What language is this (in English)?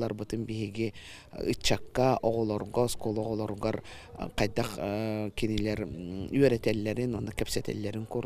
Yakut